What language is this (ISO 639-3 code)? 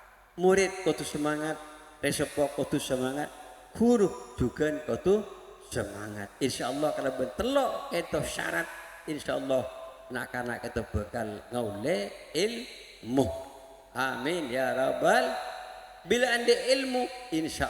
mad